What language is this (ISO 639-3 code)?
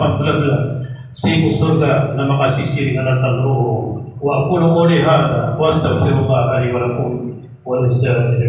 mrw